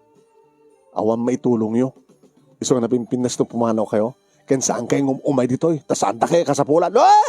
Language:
Iloko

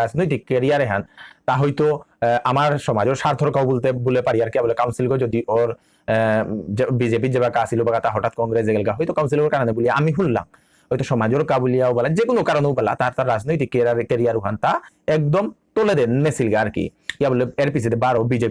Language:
Bishnupriya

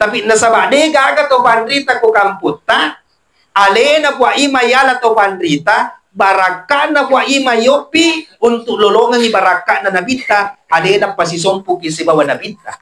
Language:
Buginese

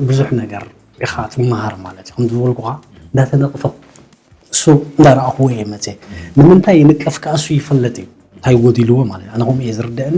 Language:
Tigrinya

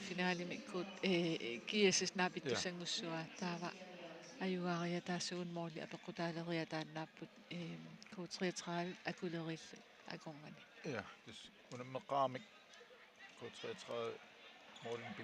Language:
Kalaallisut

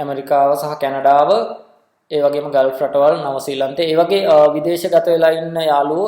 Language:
Sinhala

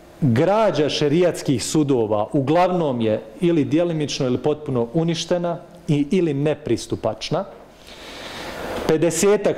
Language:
Bosnian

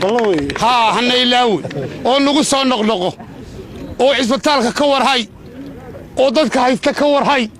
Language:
Somali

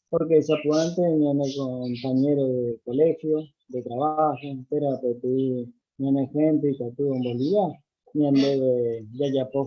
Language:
Guarani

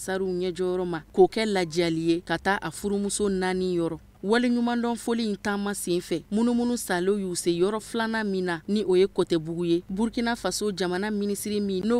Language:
Bambara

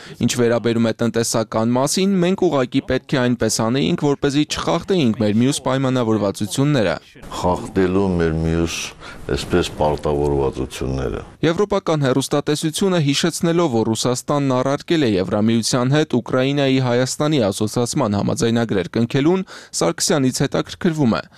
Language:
Armenian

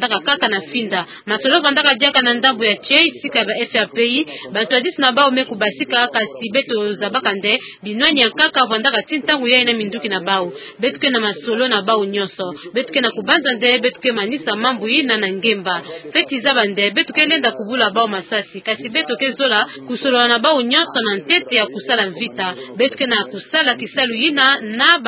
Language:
Kituba (Democratic Republic of Congo)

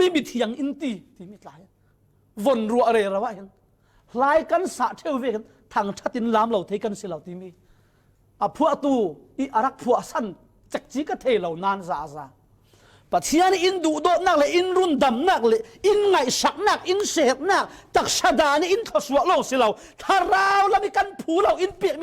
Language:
Falam Chin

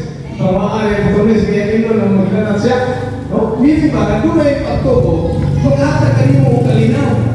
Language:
Cebuano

